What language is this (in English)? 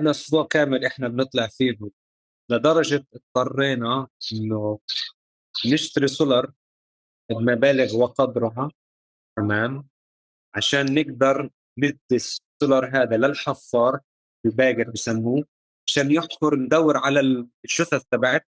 North Levantine Arabic